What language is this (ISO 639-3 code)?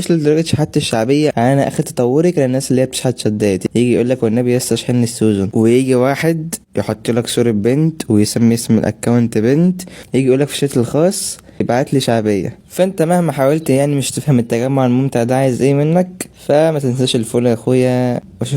arz